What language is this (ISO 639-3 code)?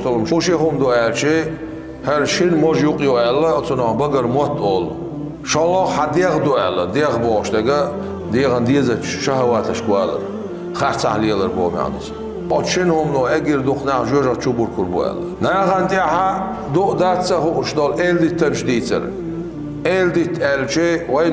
che